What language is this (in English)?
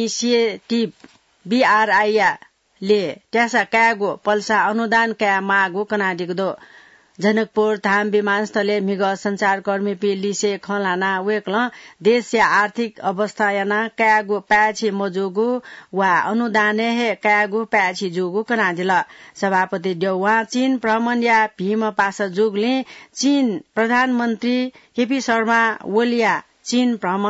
Newari